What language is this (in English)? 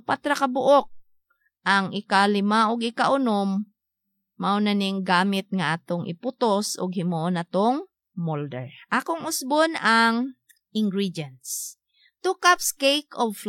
Cebuano